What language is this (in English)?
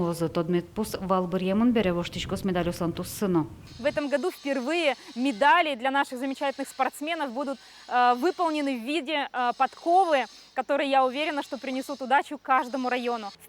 Udmurt